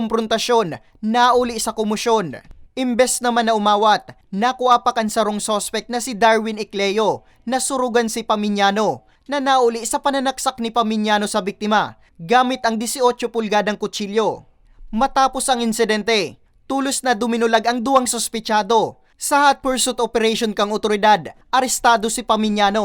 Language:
Bikol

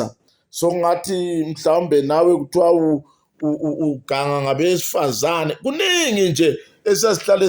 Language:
Zulu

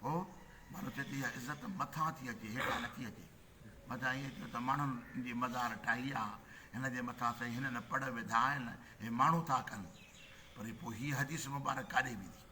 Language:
Sindhi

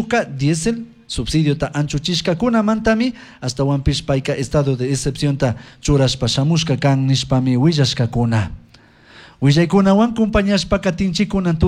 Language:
Chimborazo Highland Quichua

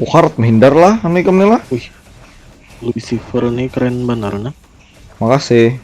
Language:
Banjar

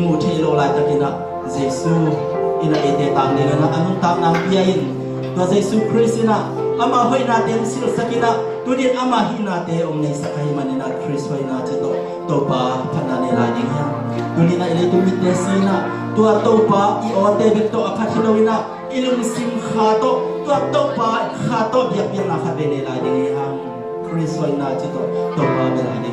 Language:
Tedim Chin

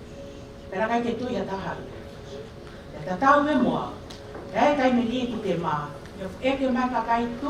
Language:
Tongan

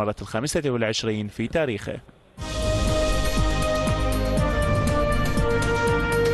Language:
Arabic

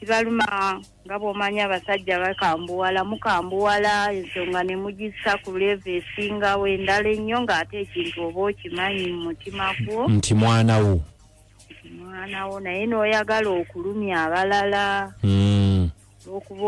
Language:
Ganda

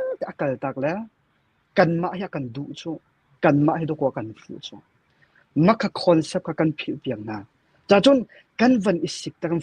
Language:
Hakha Chin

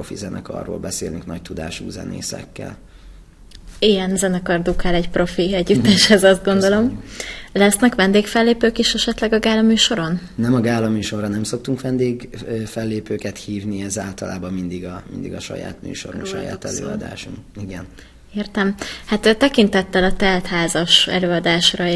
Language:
Hungarian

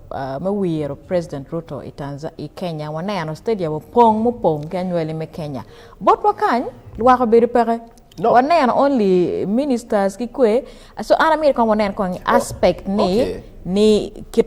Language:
Acoli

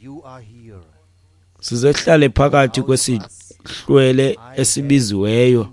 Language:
Xhosa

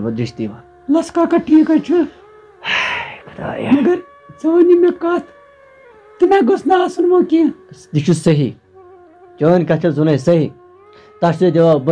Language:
Kashmiri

